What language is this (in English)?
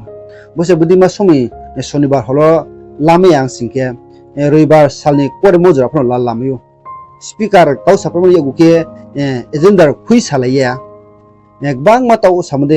Riang (India)